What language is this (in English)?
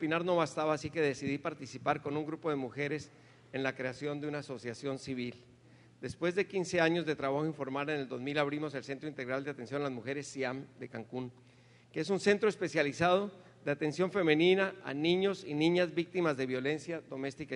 Spanish